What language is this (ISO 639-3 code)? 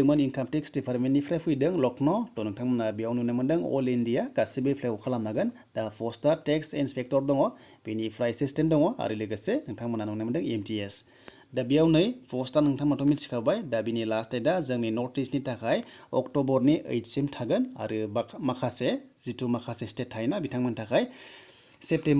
brx